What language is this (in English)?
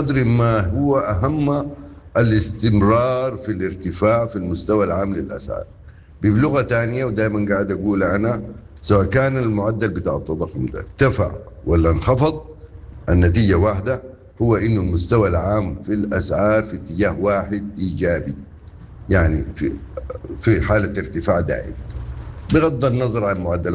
Sudanese Arabic